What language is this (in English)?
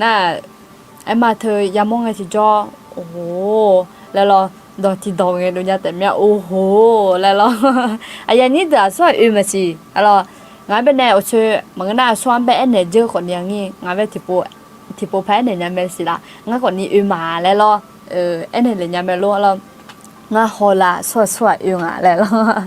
Akha